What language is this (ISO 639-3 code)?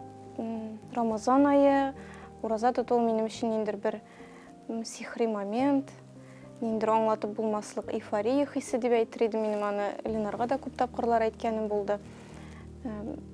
tat